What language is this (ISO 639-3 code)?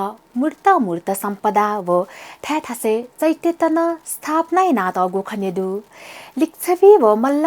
new